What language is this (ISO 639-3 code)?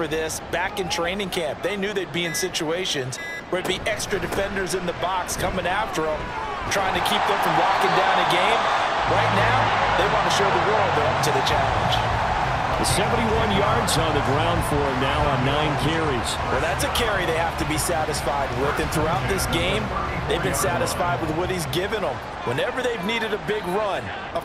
eng